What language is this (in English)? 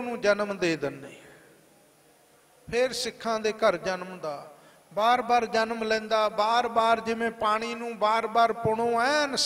Punjabi